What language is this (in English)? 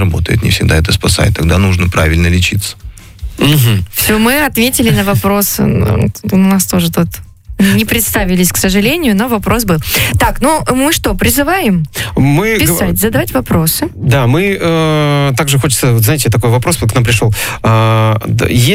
Russian